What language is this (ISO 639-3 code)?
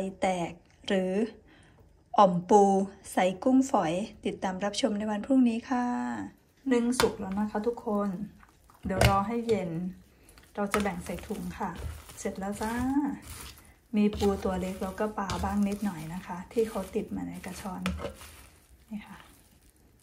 tha